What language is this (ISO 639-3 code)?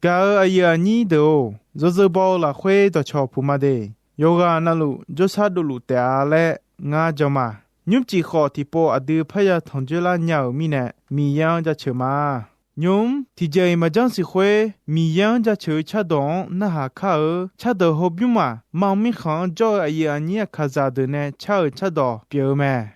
ahk